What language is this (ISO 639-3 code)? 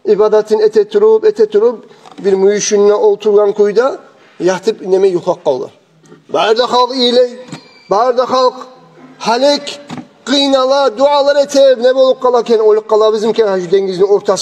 kum